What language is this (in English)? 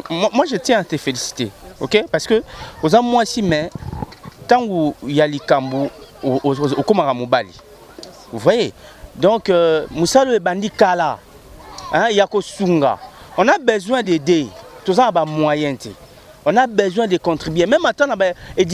Lingala